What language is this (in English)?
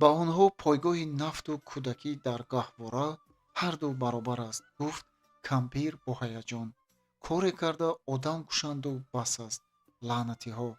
Tajik